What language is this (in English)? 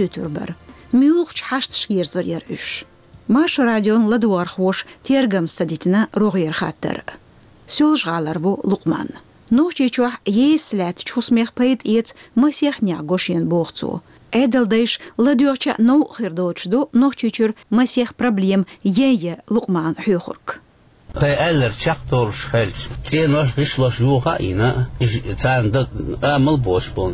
Chechen